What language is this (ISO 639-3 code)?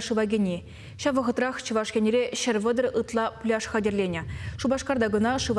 chv